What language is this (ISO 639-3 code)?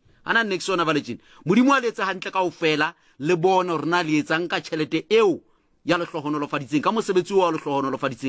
sot